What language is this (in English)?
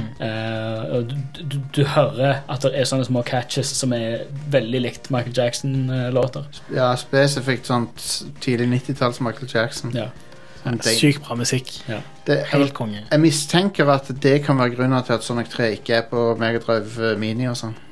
Norwegian